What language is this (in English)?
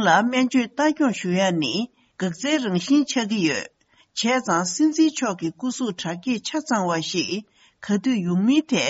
Tibetan